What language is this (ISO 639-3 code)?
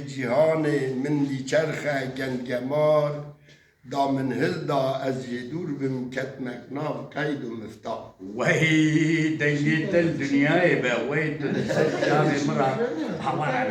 kur